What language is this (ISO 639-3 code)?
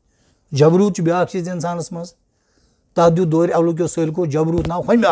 kas